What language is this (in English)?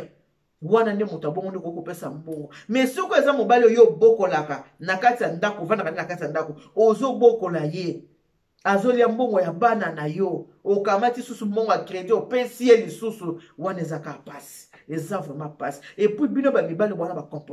Lingala